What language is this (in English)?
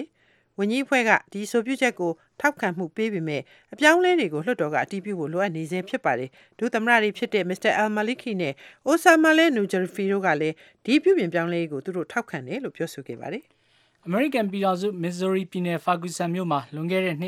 Burmese